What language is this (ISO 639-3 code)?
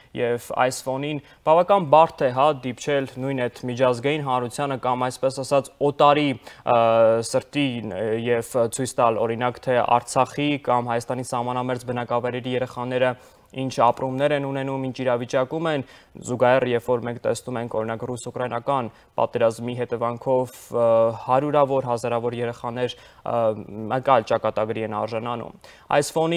hye